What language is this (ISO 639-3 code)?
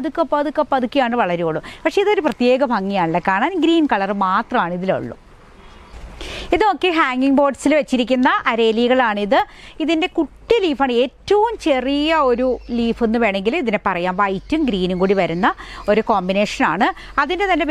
mal